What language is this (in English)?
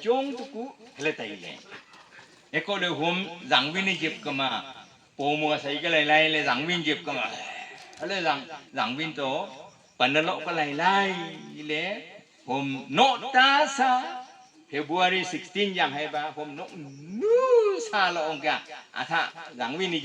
Wancho Naga